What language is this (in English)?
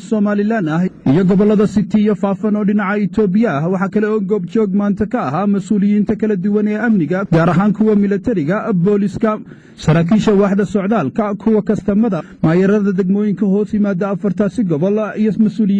Somali